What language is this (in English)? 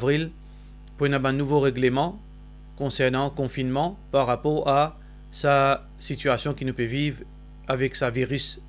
Morisyen